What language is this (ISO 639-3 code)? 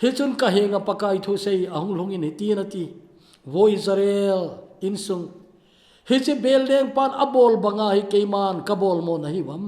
tcz